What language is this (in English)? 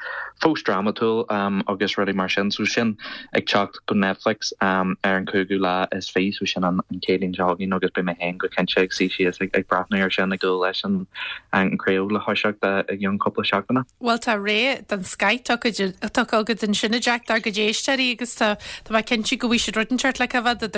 Irish